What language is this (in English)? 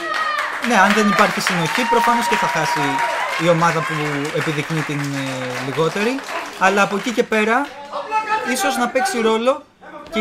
Greek